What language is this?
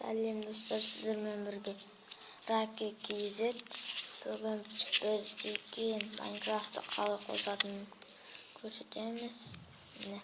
Kazakh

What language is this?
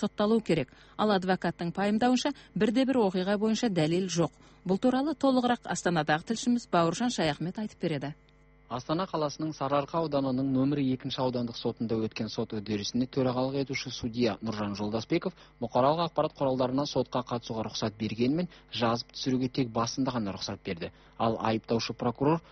Kazakh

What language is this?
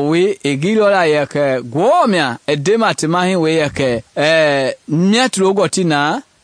Mende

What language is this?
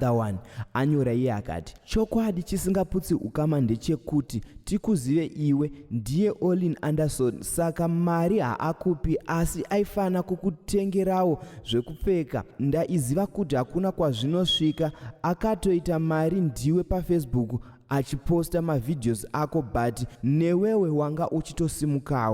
Shona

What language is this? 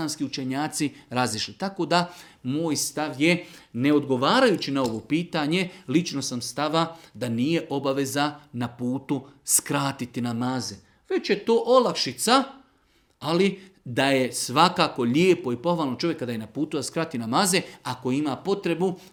Bosnian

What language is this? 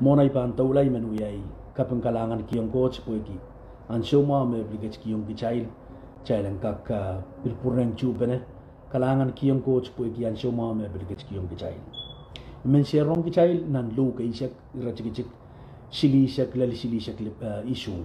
Pohnpeian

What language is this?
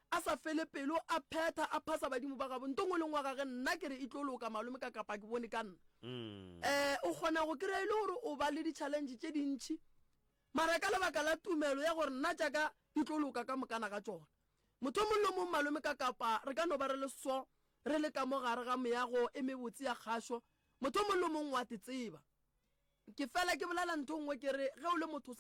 Northern Sotho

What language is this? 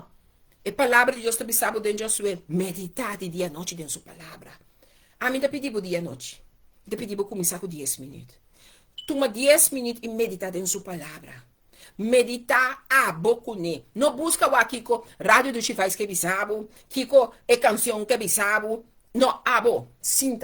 Papiamento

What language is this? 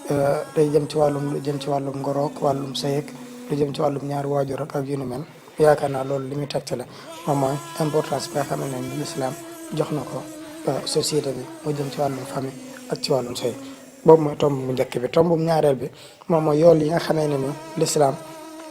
Wolof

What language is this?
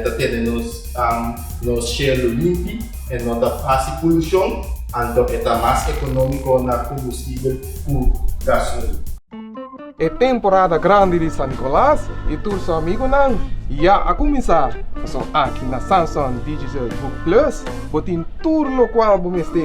Papiamento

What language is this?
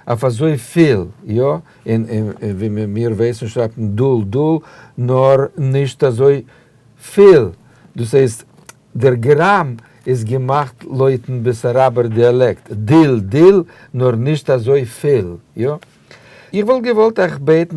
Yiddish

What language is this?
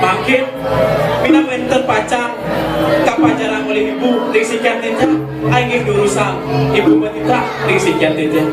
Balinese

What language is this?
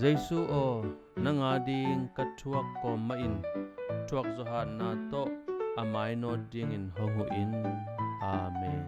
Tedim Chin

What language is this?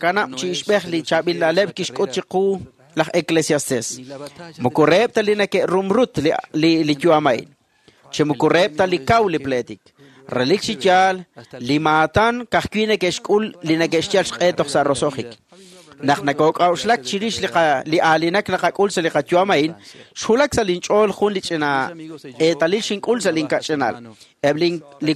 Kekchí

